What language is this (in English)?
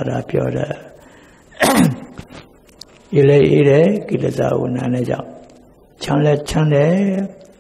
Burmese